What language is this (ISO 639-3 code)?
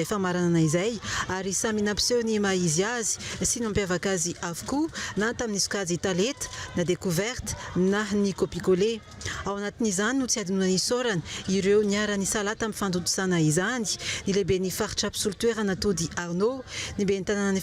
mlg